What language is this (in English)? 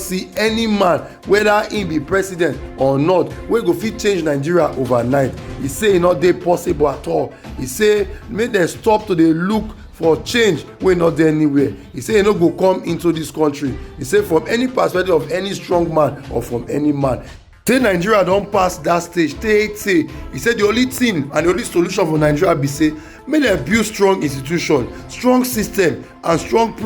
Nigerian Pidgin